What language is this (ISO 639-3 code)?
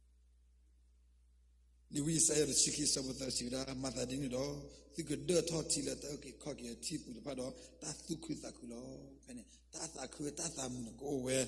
ksw